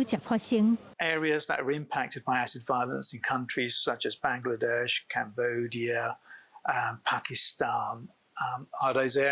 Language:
Min Nan Chinese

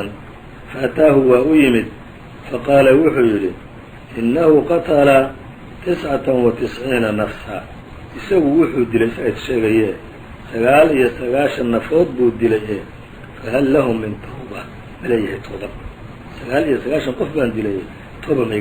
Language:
Somali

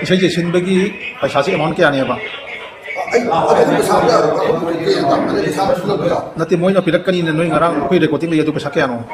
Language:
Manipuri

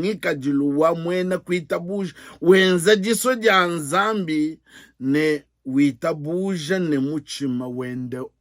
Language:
Luba-Lulua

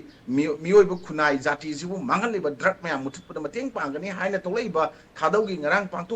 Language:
Manipuri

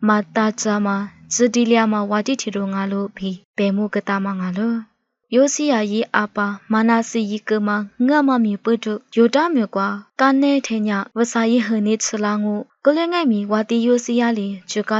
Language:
Lisu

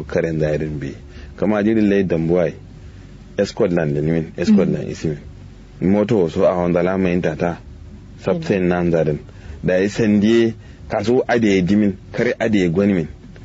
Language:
Kanuri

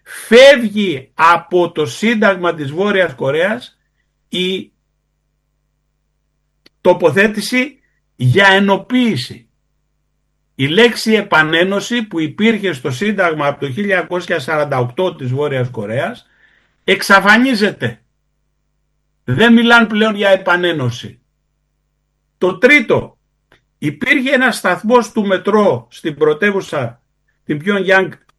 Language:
Greek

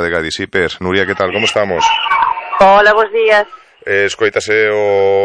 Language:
Galician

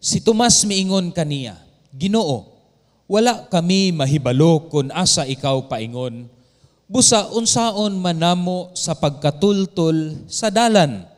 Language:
Cebuano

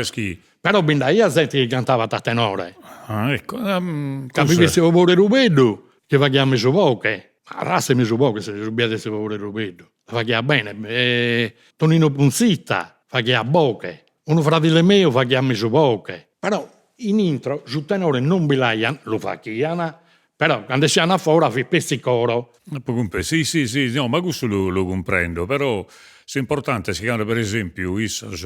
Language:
Sardinian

